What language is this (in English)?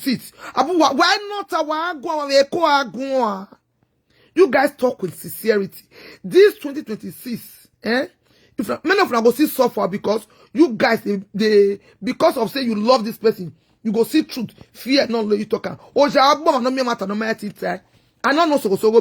Nigerian Pidgin